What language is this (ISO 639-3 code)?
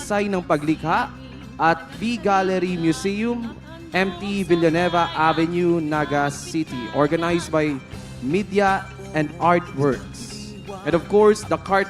bik